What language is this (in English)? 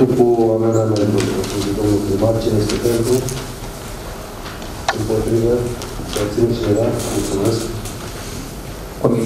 Romanian